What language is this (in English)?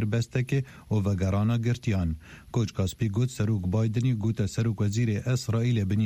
Kurdish